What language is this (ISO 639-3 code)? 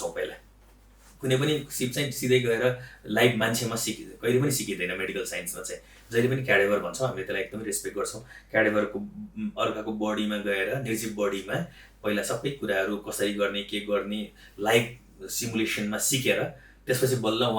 nep